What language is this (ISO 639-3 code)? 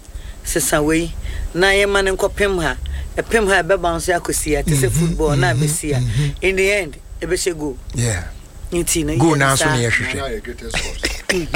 aka